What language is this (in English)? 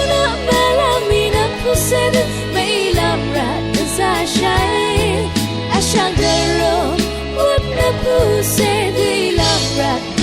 Rawang